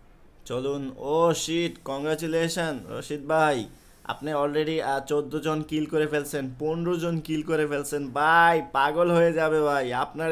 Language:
Bangla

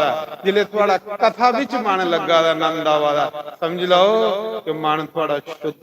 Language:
Dogri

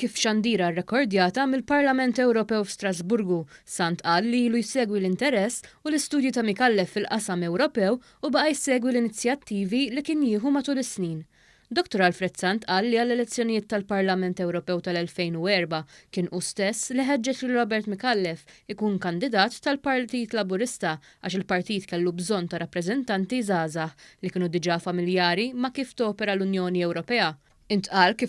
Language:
Maltese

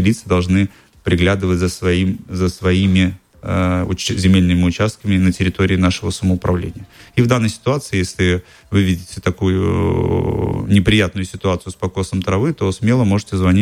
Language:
Russian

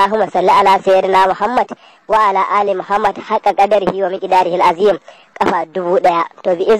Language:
Hausa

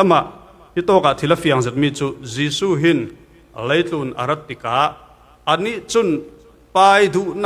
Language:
Falam Chin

